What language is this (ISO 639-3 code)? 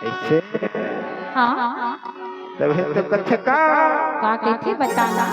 hne